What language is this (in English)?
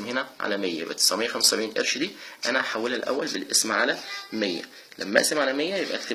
Egyptian Arabic